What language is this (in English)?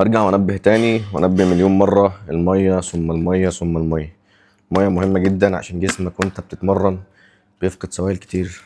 Egyptian Arabic